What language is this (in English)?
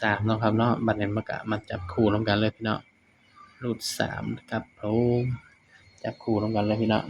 Northeastern Thai